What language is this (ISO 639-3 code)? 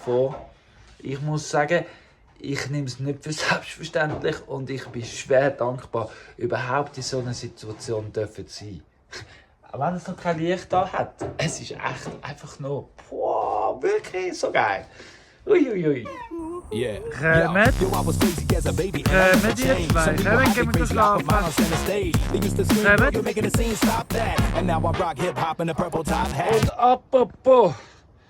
gsw